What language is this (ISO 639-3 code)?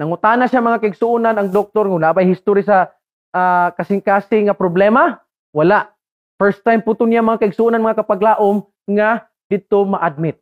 ceb